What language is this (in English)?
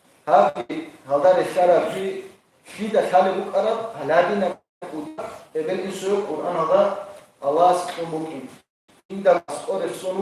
Avaric